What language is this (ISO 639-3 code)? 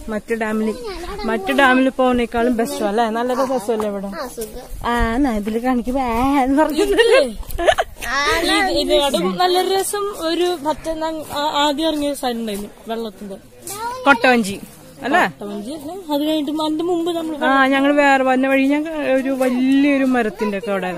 mal